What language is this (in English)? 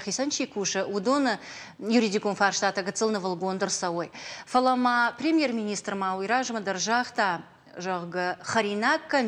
Ossetic